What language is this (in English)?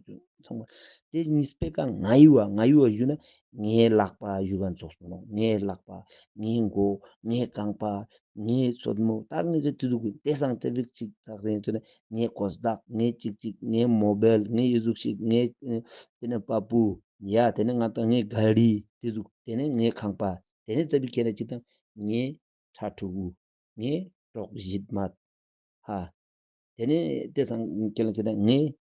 Ladakhi